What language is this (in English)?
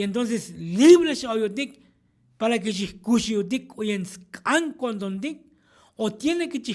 Tzotzil